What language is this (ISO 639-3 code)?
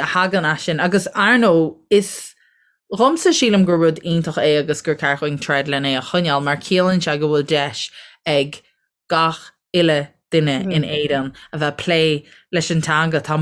gle